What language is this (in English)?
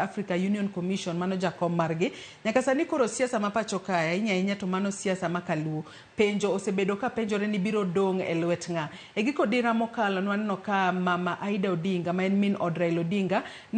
Luo (Kenya and Tanzania)